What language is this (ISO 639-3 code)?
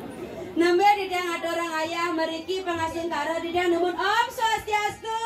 ban